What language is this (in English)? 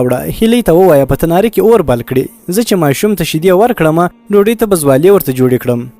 Pashto